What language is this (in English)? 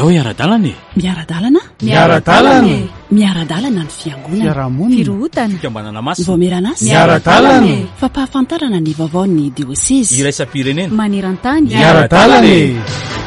Malagasy